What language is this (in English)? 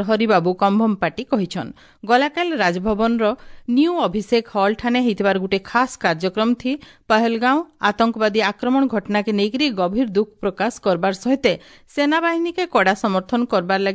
Odia